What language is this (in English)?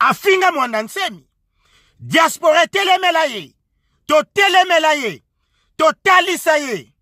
Lingala